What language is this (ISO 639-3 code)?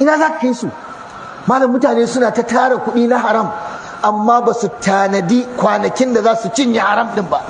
hau